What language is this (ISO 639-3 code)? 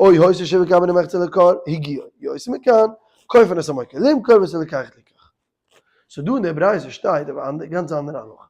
yid